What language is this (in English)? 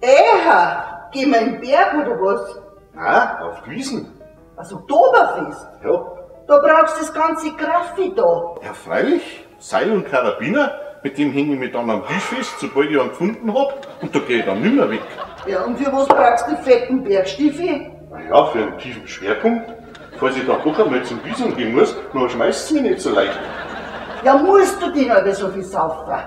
Bavarian